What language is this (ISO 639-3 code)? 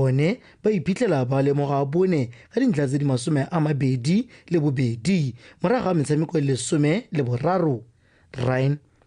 tsn